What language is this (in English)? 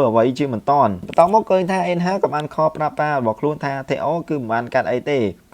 Khmer